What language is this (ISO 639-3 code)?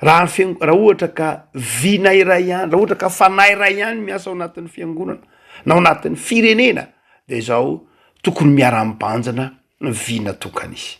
mlg